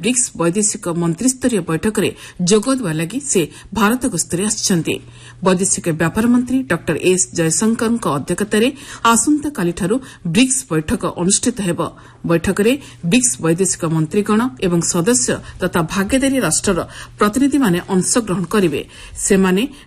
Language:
Odia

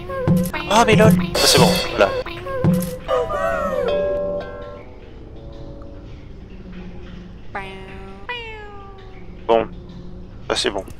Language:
French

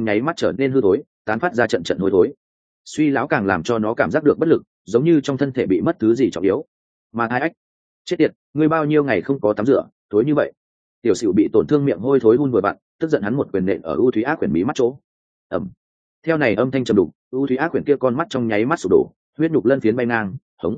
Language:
Vietnamese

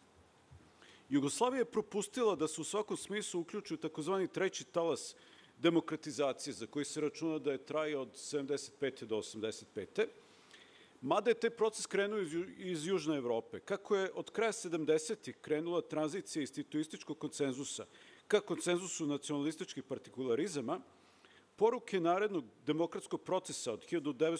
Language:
Serbian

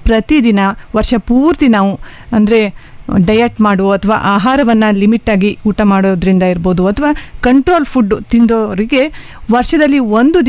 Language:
Kannada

